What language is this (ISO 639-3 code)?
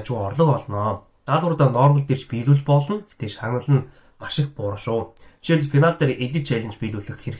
mon